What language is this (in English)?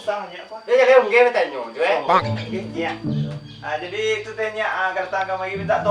Minangkabau